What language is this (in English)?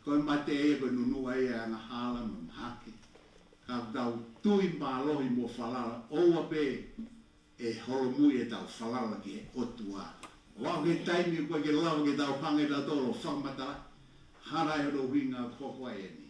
Tongan